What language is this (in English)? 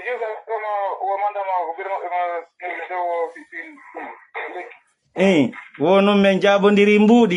Pular